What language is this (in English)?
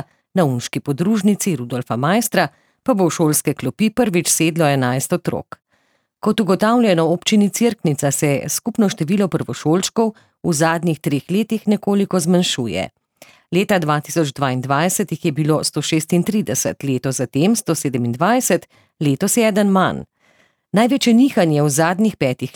Slovenian